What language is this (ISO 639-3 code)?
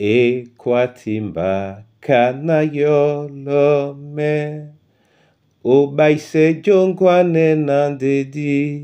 dua